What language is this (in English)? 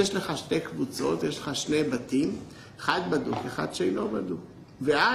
Hebrew